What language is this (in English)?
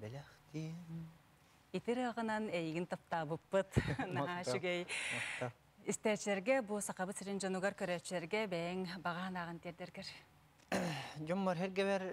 Yakut